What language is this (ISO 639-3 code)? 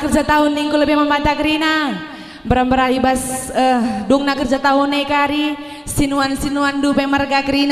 btx